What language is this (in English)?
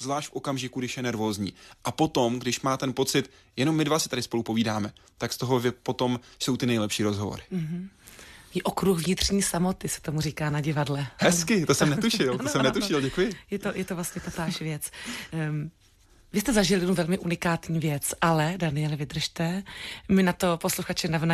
Czech